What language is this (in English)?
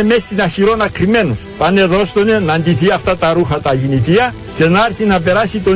Greek